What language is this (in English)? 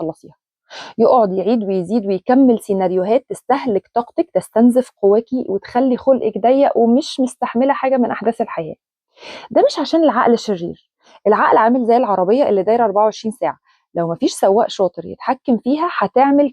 Egyptian Arabic